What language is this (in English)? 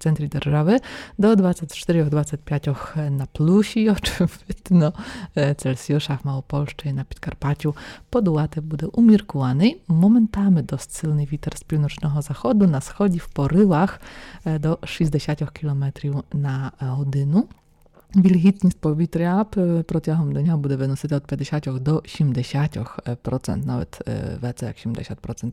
Rusyn